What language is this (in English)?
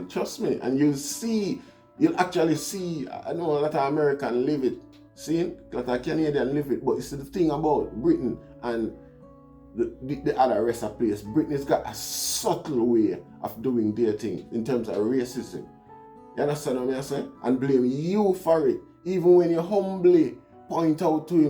Jamaican Creole English